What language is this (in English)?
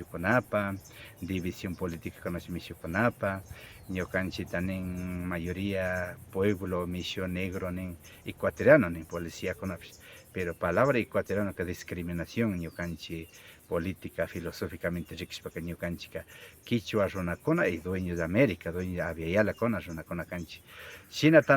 Imbabura Highland Quichua